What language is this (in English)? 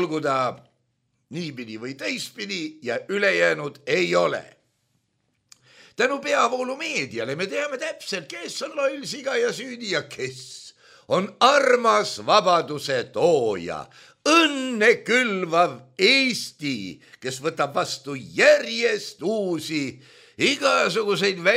Estonian